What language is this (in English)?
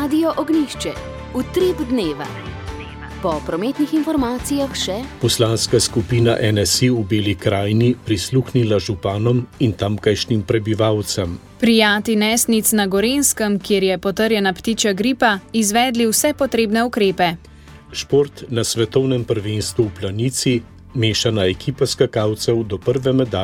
Slovenian